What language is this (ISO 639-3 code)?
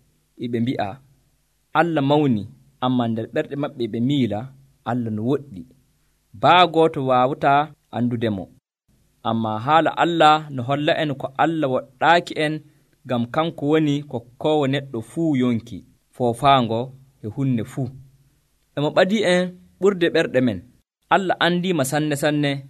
fuv